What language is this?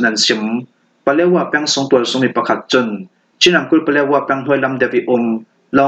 Falam Chin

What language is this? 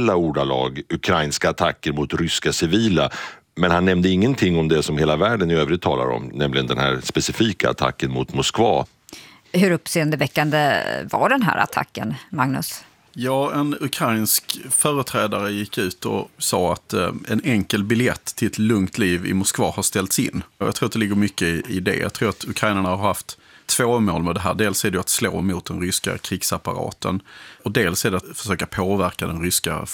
Swedish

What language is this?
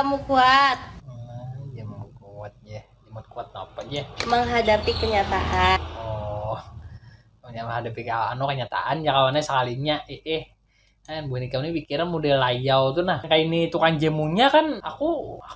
Banjar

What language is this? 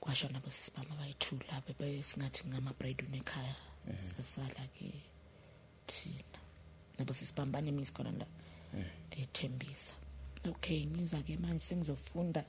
Zulu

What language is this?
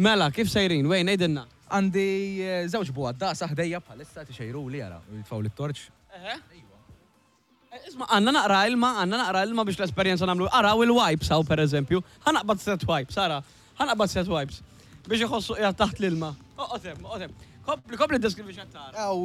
Maltese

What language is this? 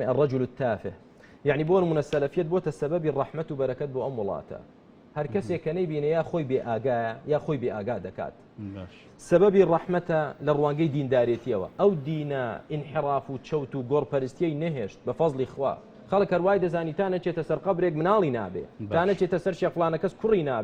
Central Kurdish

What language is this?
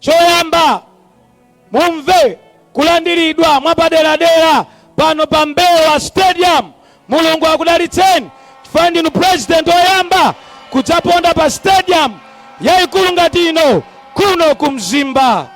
Nyanja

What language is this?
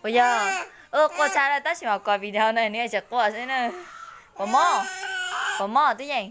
Hmong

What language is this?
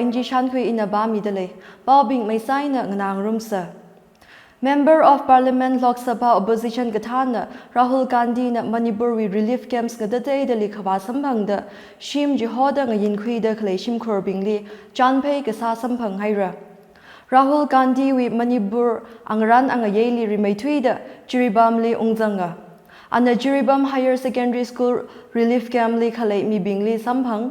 Tangkhul Naga (India)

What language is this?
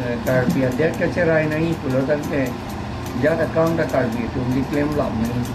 Karbi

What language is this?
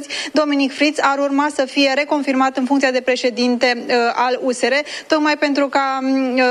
Romanian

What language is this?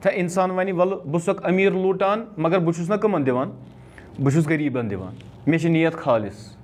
Kashmiri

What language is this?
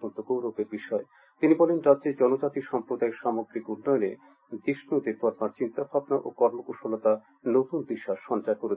Bangla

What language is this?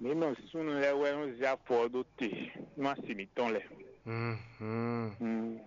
Fon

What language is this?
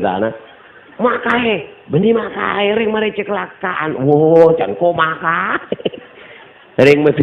Madurese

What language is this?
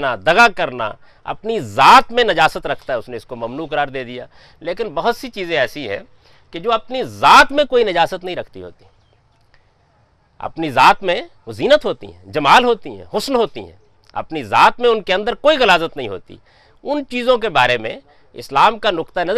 Urdu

